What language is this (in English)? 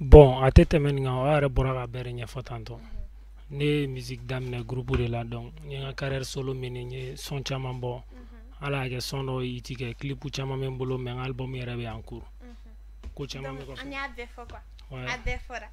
Bambara